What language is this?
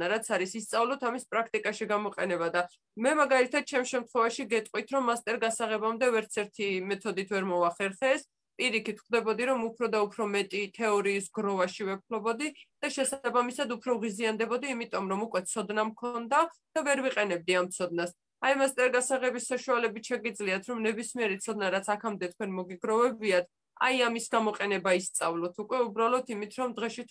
Georgian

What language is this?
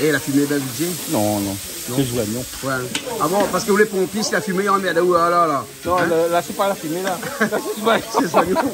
Réunion Creole French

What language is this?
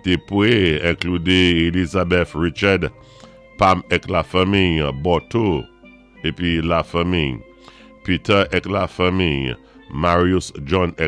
Saint Lucian Creole French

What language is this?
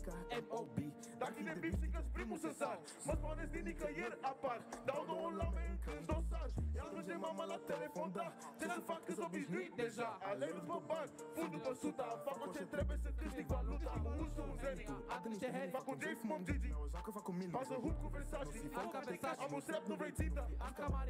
Romanian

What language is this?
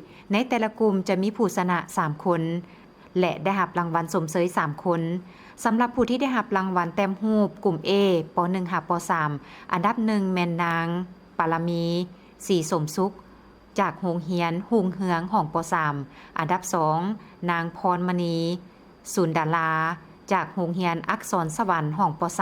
Lao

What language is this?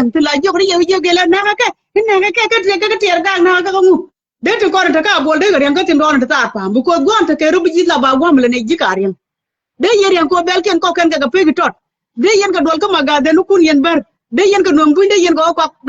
Nuer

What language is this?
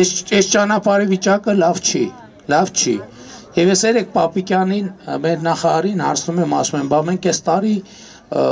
Armenian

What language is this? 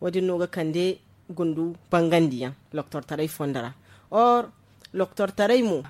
Zarma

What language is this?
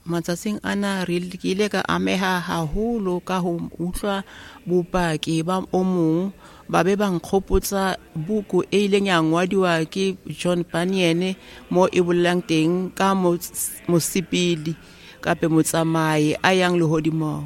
Southern Sotho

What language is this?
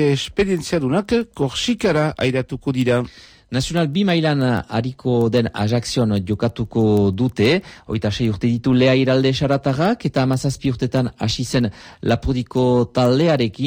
Basque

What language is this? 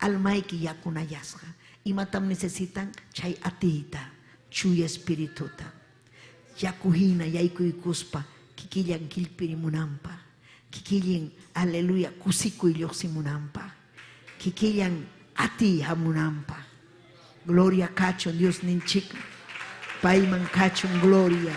Ayacucho Quechua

